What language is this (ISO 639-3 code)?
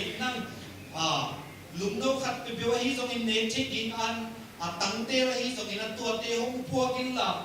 ctd